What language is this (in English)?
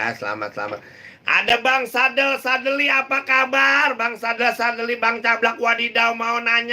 Betawi